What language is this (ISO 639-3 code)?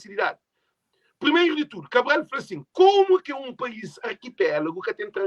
kea